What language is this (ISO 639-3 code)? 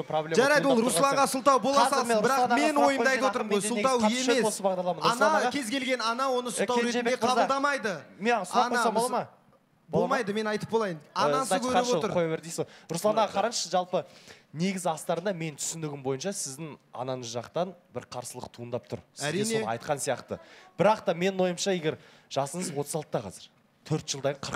kaz